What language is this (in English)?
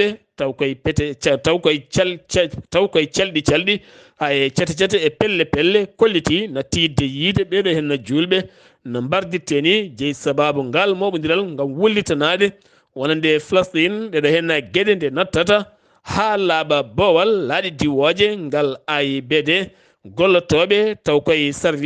Fula